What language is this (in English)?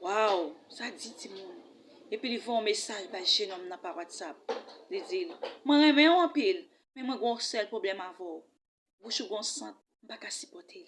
Haitian Creole